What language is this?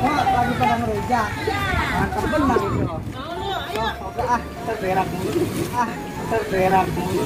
Betawi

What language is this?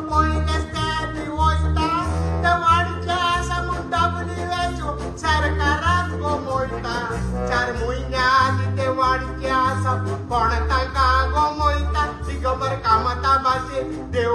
Konkani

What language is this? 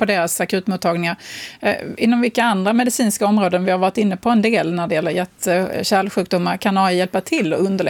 Swedish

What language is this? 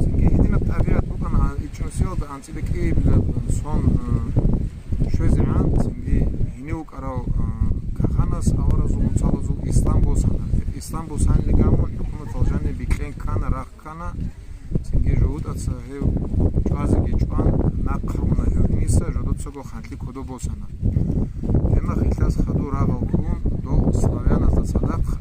Avaric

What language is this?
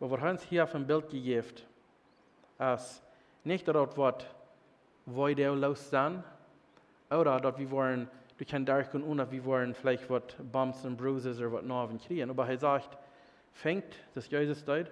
Plautdietsch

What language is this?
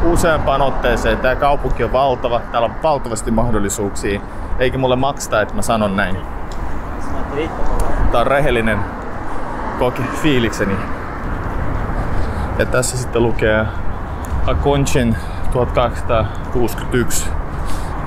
Finnish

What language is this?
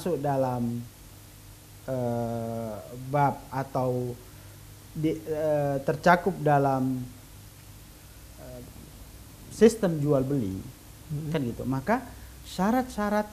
Indonesian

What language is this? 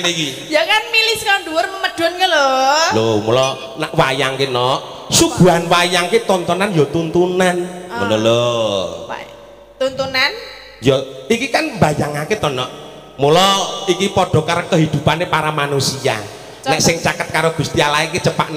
Javanese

